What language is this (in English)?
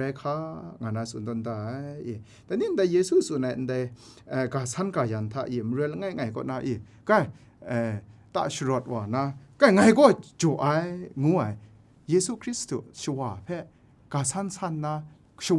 Kachin